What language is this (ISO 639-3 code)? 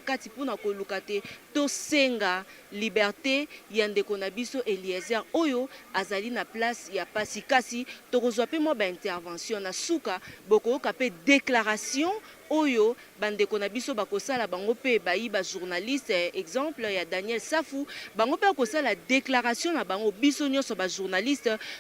lin